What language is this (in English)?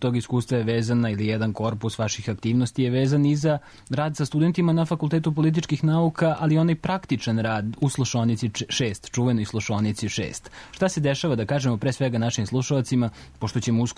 Serbian